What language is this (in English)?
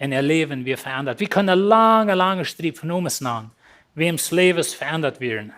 Plautdietsch